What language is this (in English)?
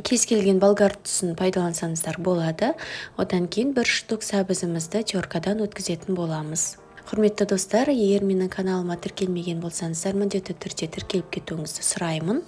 Kazakh